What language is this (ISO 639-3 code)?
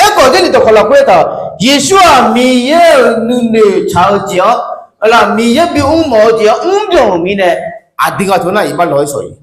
ahk